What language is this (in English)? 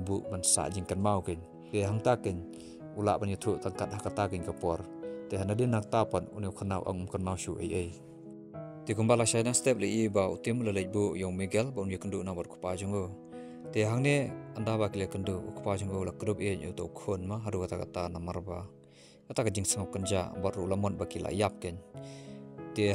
Khasi